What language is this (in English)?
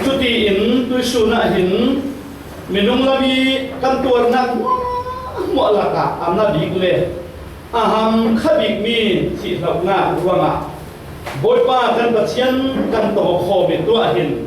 Falam Chin